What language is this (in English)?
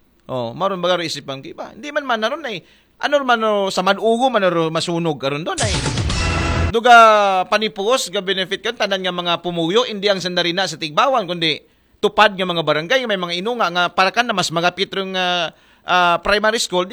Aklanon